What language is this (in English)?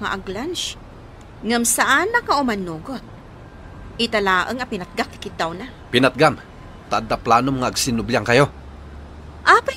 Iloko